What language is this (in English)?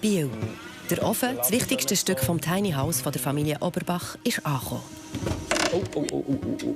Swiss German